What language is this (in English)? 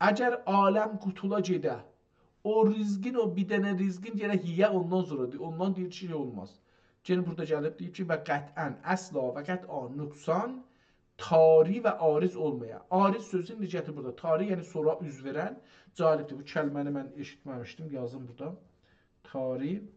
South Azerbaijani